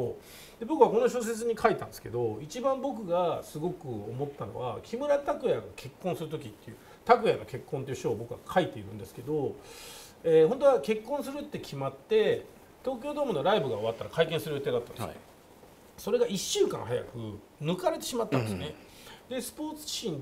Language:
Japanese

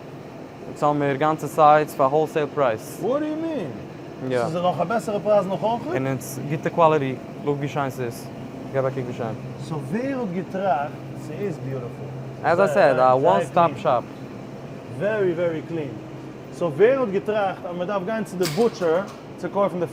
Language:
Yiddish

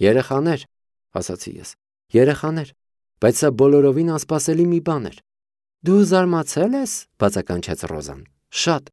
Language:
Armenian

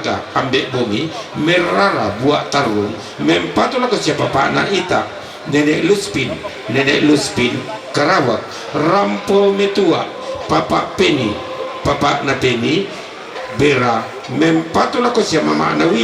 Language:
Toraja-Sa'dan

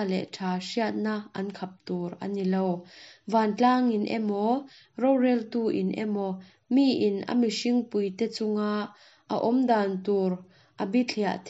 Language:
Mizo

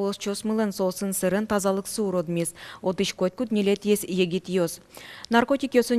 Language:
Udmurt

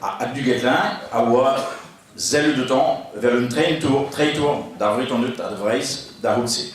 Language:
Breton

